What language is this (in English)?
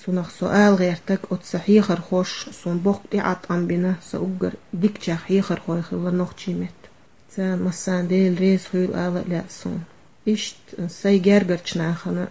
Chechen